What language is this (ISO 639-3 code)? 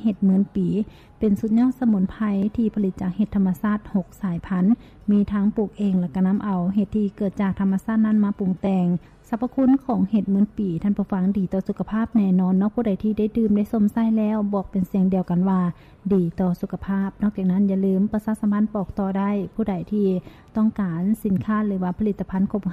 lao